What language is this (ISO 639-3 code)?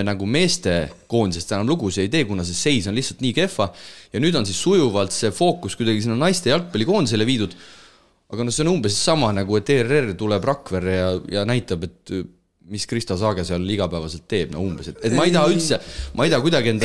est